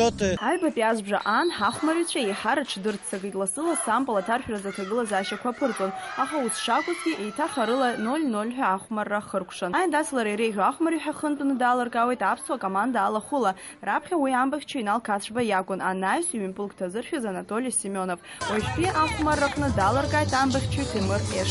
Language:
Abkhazian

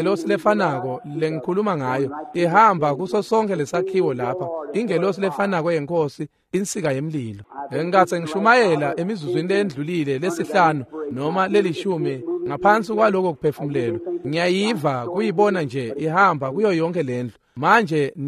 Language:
Swati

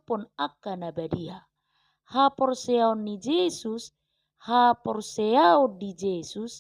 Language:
Batak Toba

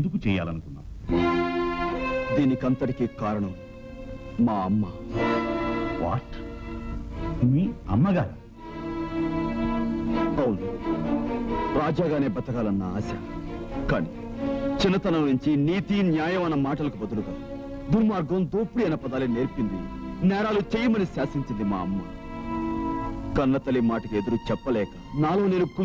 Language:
Telugu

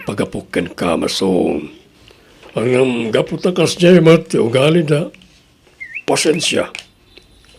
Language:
Iloko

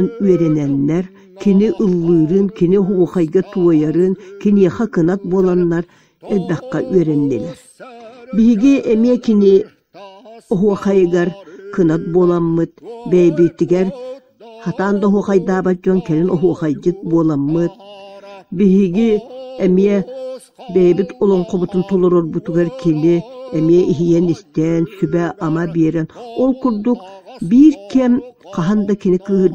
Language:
Yakut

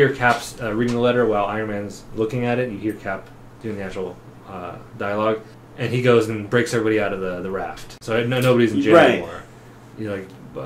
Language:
English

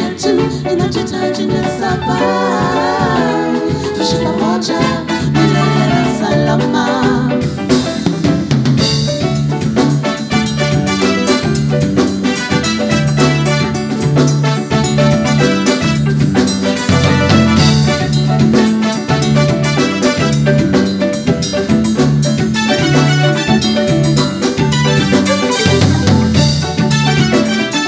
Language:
Swahili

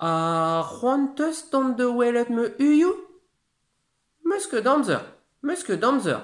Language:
Breton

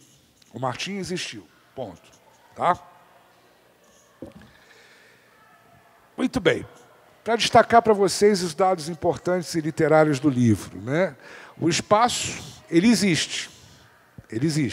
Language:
Portuguese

